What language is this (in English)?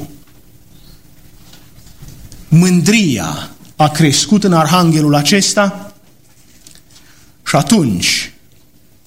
Romanian